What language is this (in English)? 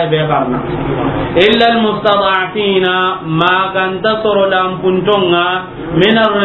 Soninke